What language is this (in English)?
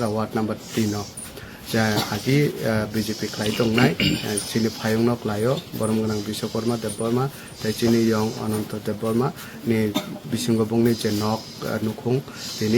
Kok Borok